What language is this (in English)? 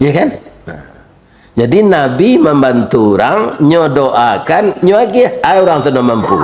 Minangkabau